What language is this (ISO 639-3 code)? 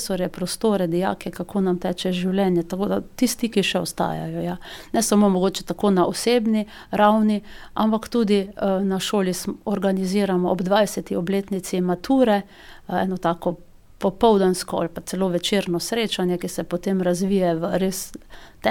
slv